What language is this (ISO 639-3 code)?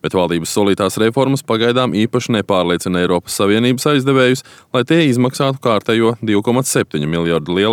lav